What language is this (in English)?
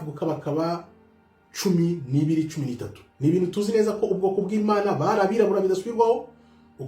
Kinyarwanda